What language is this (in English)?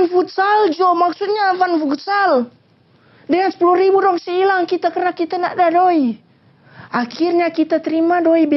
Manado Malay